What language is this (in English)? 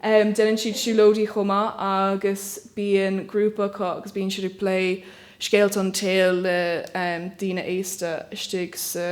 Irish